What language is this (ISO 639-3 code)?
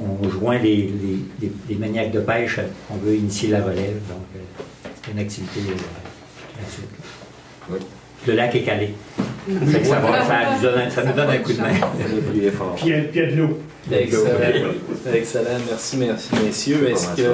fra